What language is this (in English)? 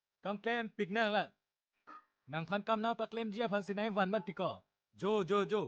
Karbi